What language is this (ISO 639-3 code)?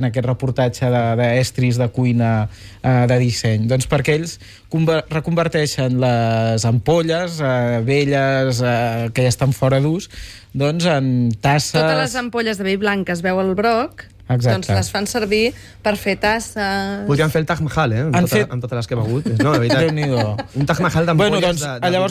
cat